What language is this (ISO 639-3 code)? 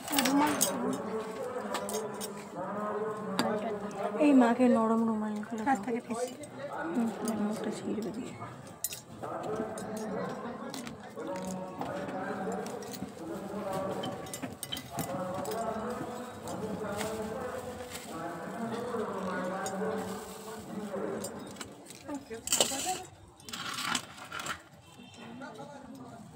ben